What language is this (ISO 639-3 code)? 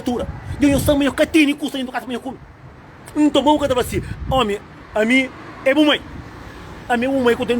kea